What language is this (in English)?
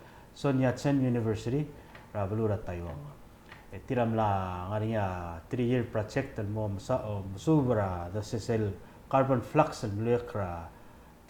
Palauan